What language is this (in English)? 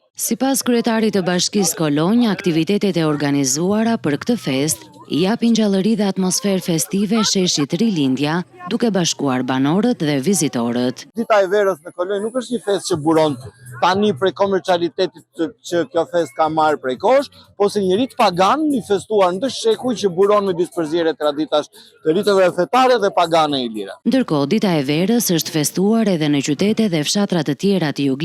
Albanian